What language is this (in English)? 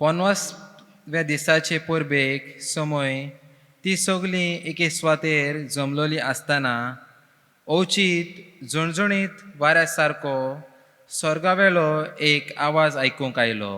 Konkani